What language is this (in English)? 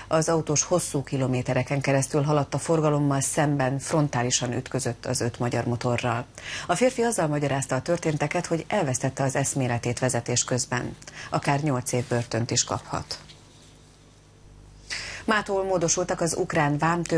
Hungarian